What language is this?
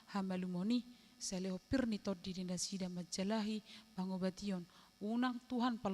Batak Toba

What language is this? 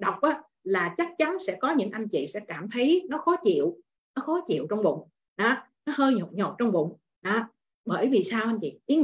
Vietnamese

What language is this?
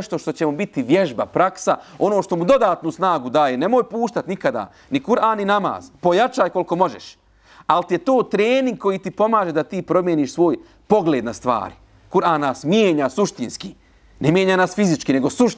Bosnian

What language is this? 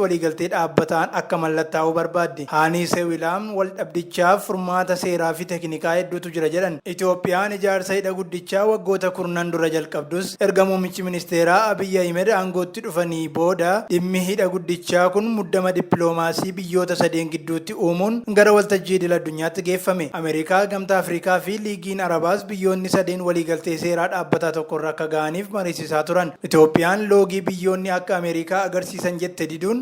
Oromo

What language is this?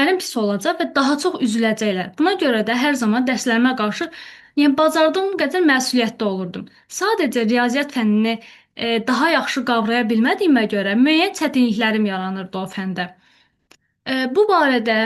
Azerbaijani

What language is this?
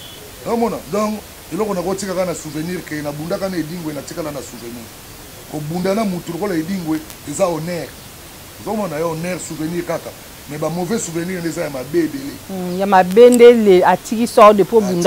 Lingala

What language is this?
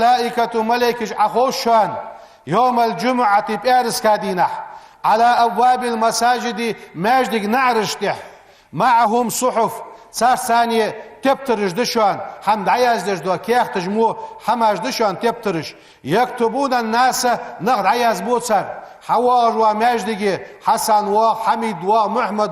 Ingush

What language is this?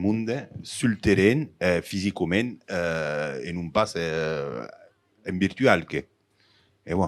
Occitan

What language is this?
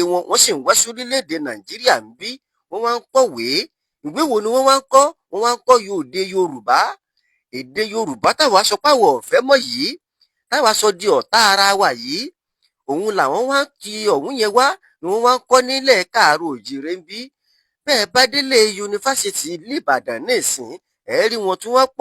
Yoruba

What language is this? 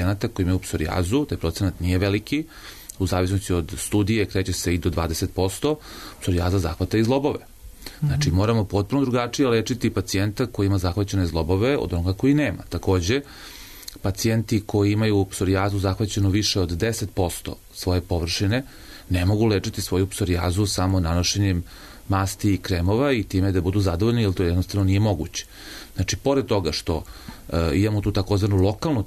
Serbian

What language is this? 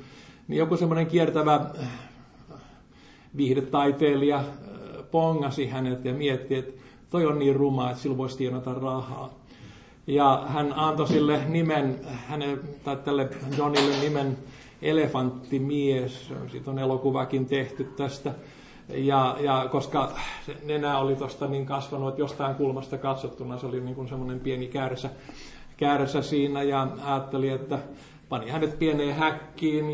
Finnish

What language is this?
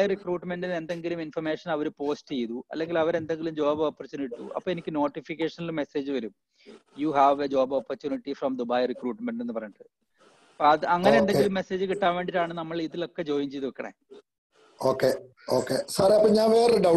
Malayalam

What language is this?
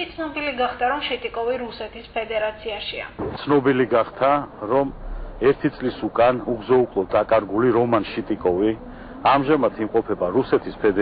Georgian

